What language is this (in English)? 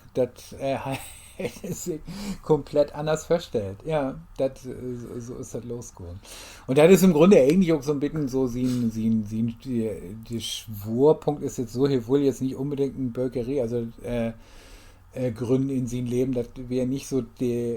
Low German